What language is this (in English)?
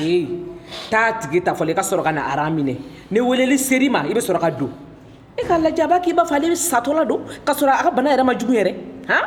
Bambara